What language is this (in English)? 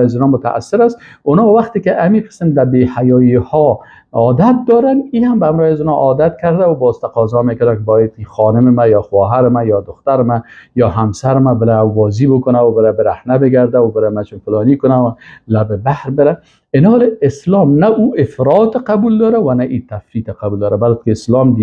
Persian